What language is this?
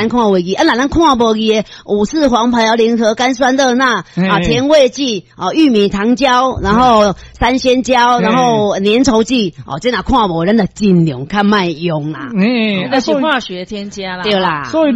Min Nan Chinese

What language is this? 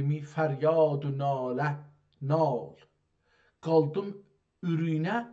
South Azerbaijani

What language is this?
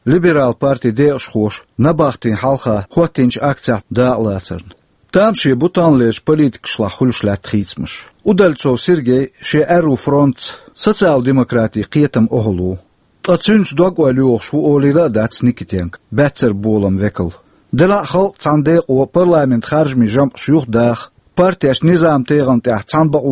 Chechen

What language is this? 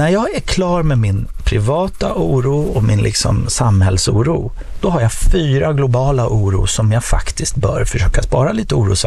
Swedish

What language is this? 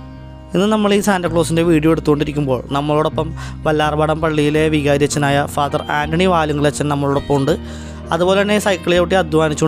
Malayalam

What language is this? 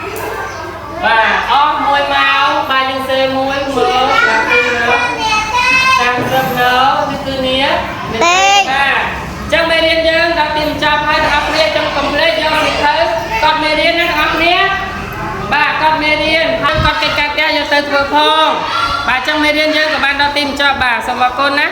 Khmer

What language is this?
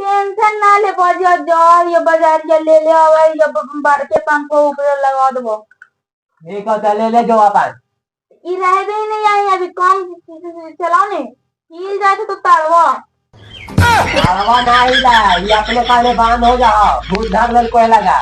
Magahi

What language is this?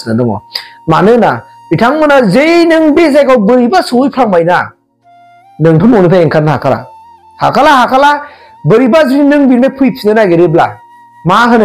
Bodo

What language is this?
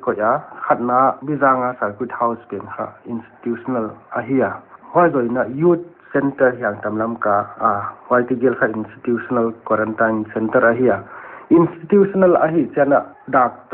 Paite Chin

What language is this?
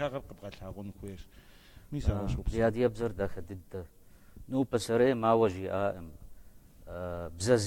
Kabardian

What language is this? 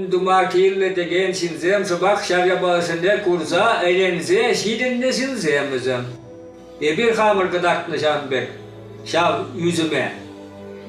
Chuvash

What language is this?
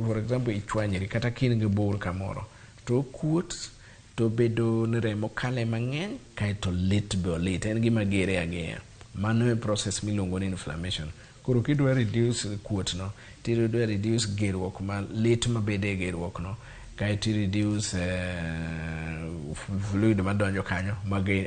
Luo (Kenya and Tanzania)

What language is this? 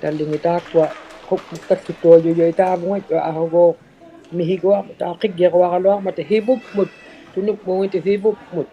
Inuktitut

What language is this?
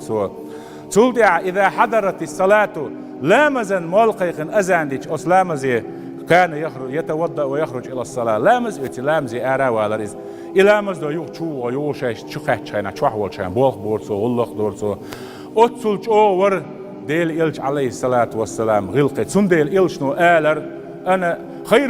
Chechen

